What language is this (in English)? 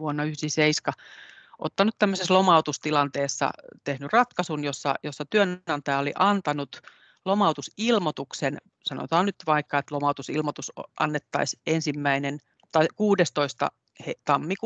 Finnish